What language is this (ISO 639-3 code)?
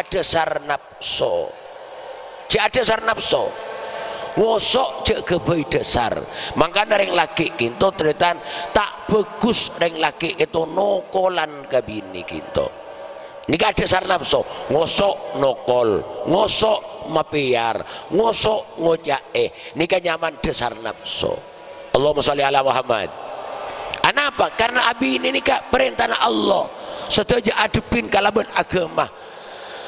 mad